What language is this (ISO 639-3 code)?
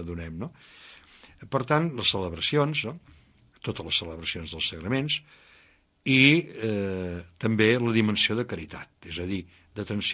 cat